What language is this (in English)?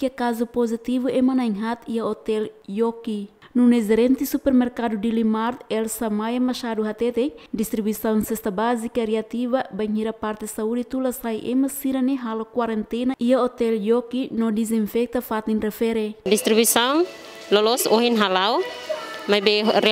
Tetum